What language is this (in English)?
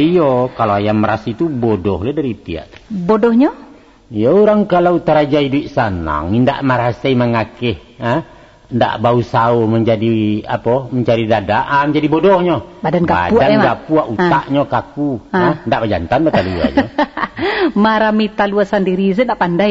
Minangkabau